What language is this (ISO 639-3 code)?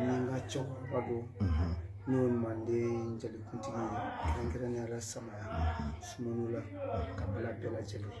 bam